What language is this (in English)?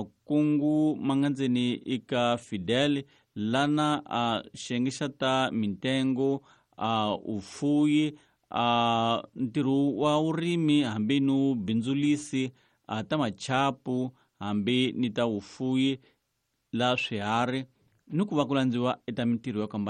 Tsonga